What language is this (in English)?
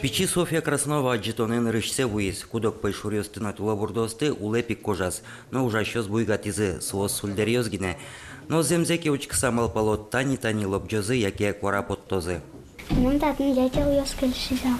Udmurt